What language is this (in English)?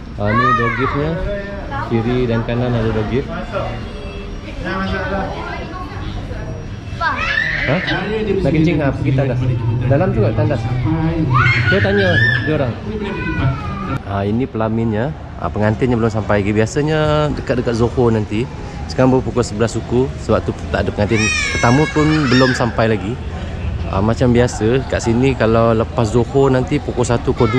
Malay